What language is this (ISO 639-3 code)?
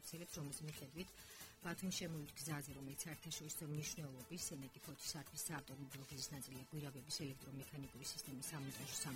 kat